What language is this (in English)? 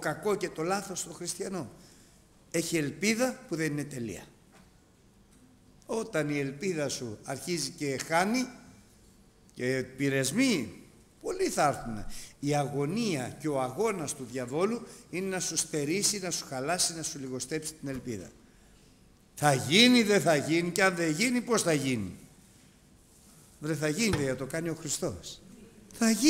Greek